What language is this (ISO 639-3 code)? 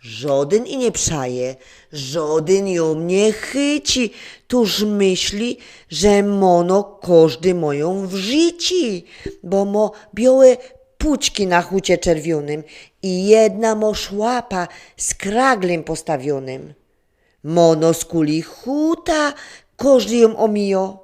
szl